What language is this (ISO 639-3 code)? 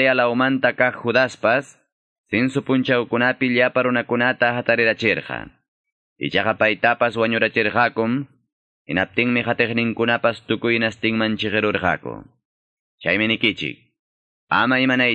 que